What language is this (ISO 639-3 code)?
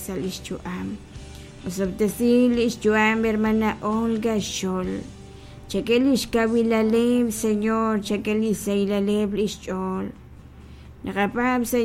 kek